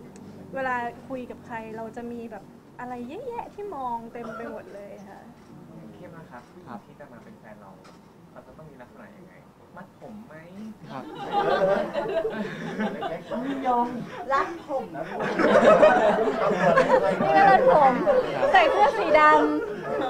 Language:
Thai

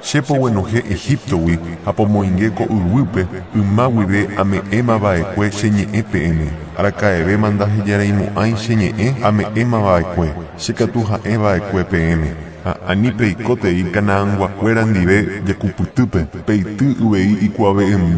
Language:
Guarani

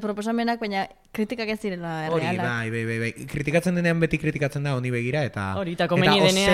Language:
Basque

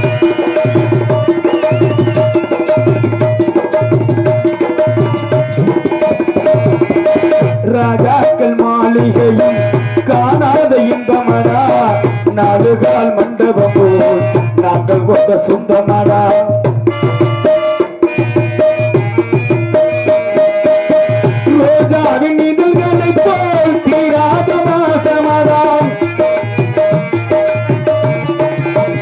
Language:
Tamil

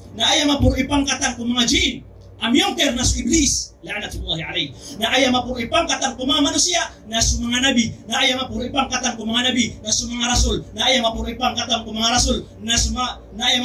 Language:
Maranao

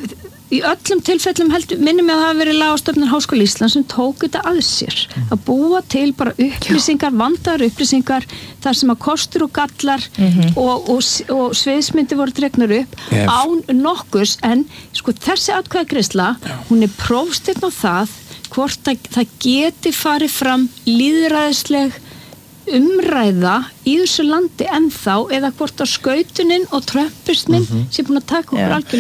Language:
Icelandic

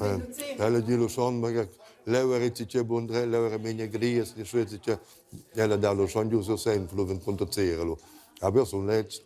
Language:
Romansh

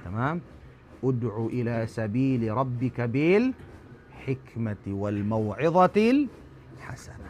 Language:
Tausug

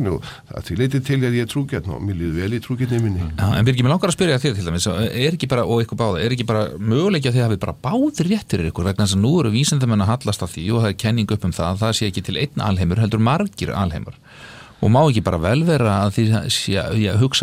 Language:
Icelandic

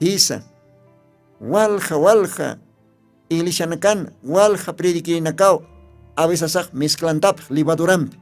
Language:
Aymara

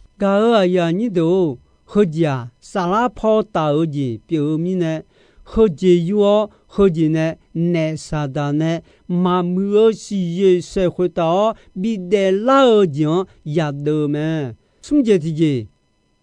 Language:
Akha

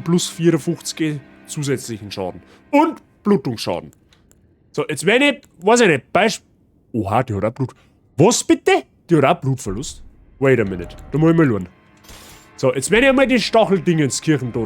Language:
Bavarian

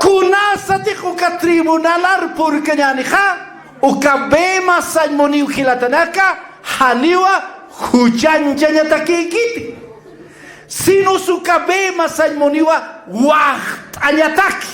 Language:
Aymara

